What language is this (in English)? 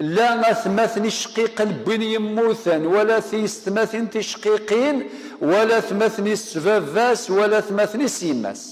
Kabyle